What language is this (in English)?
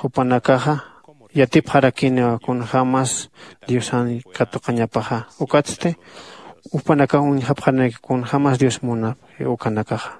Aymara